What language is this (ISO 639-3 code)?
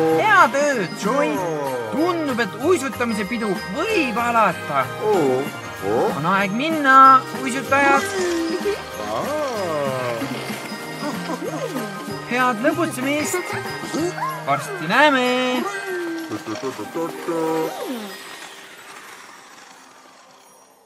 est